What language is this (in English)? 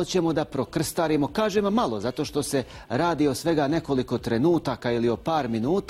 Bosnian